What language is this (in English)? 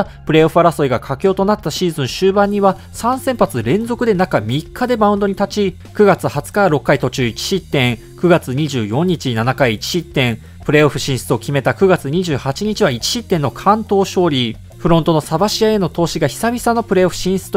Japanese